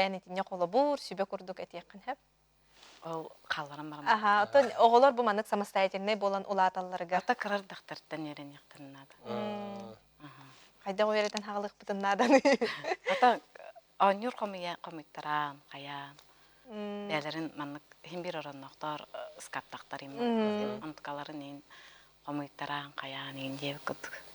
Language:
Yakut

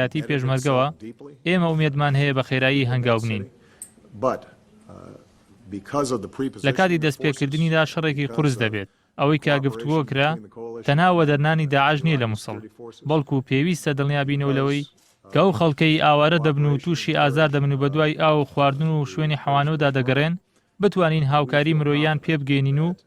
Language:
Central Kurdish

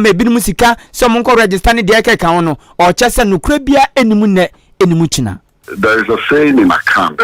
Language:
Akan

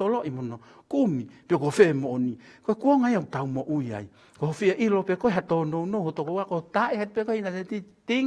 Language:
Tongan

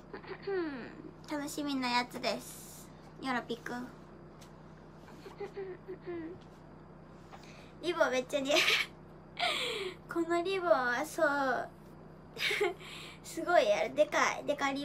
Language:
Japanese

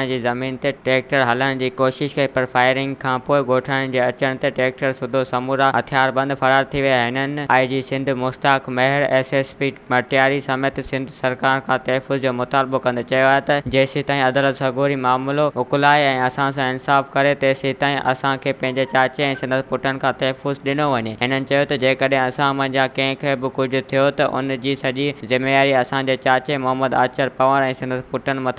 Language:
Sindhi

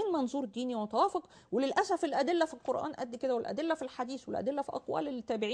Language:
Egyptian Arabic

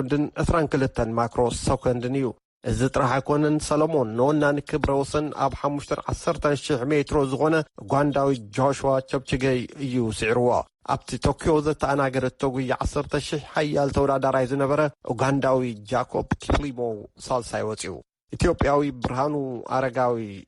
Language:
Tigrinya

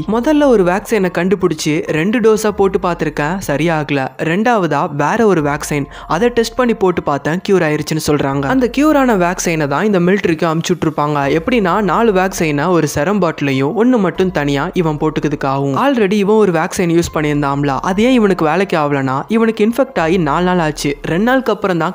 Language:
Tamil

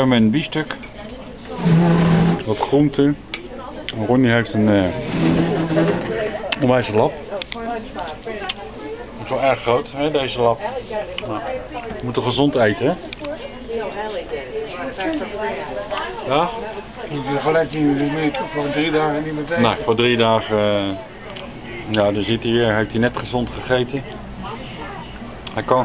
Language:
Dutch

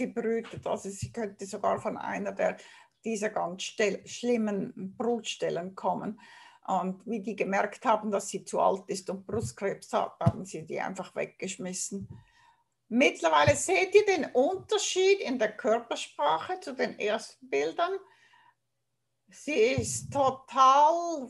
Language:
German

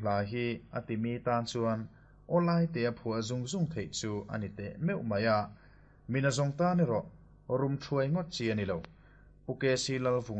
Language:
Mizo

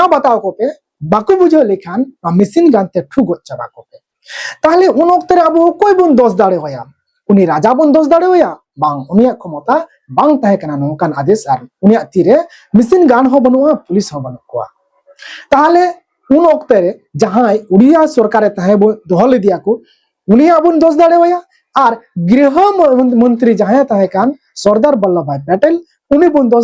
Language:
Santali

